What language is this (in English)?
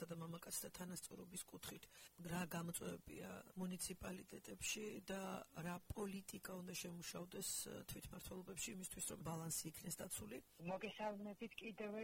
Georgian